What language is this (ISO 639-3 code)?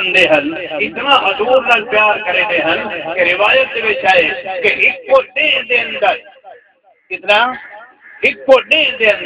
skr